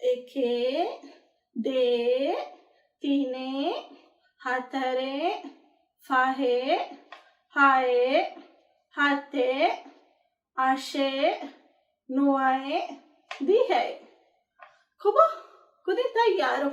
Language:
Divehi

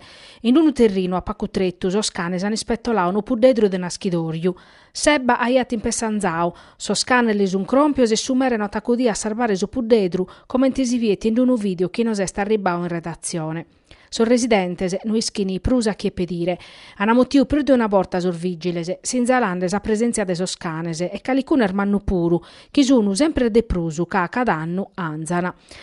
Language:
Sardinian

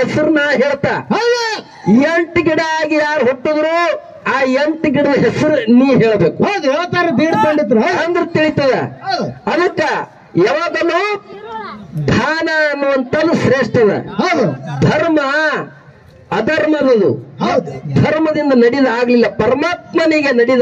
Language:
Kannada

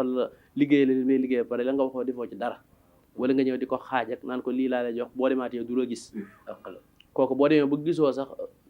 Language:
Wolof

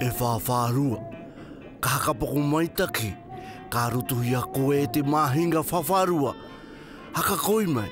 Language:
Māori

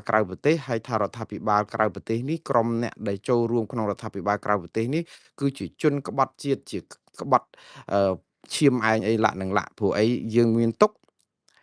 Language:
Khmer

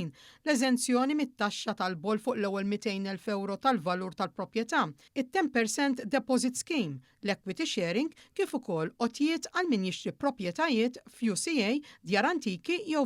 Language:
Maltese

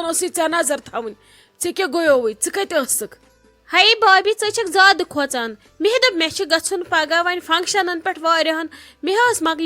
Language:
Kashmiri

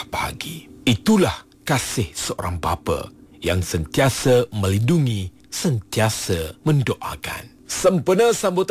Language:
Malay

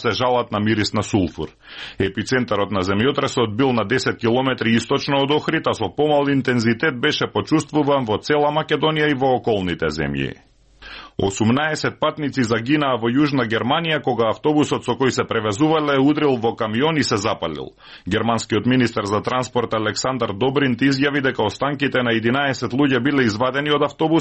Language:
Macedonian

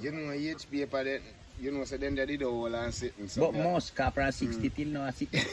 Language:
Jamaican Creole English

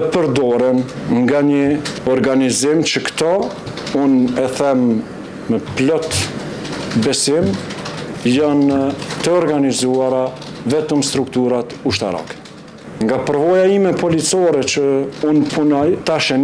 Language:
Albanian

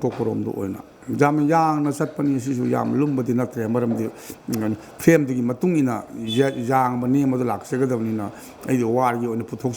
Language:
Manipuri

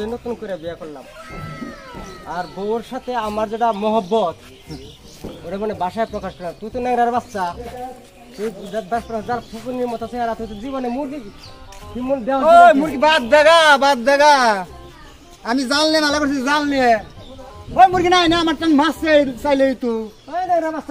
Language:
Bangla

